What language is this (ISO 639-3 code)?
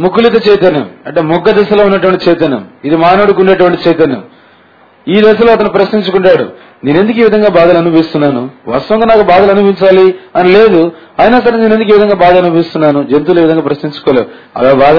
tel